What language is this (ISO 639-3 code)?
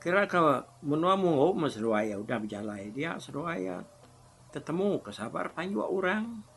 iba